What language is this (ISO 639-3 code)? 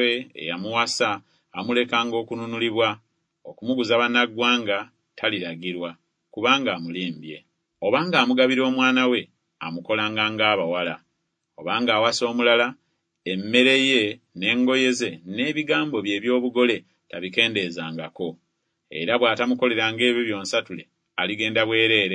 lug